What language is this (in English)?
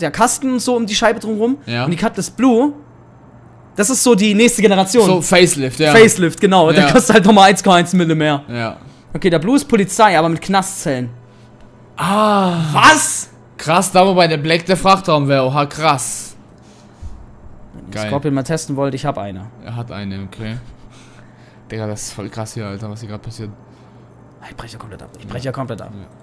German